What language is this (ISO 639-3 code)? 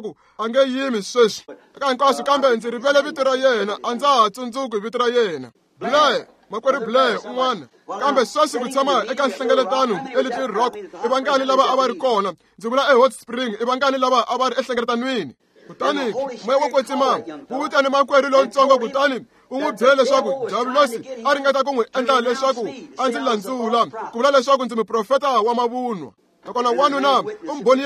tso